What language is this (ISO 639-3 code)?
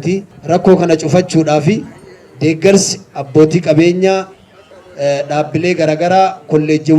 orm